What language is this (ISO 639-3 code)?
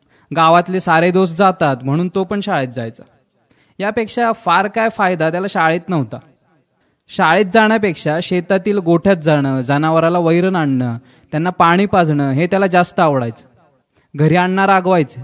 mar